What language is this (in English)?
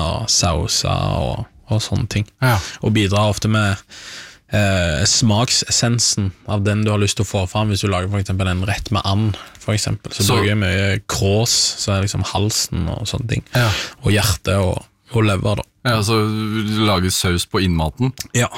Norwegian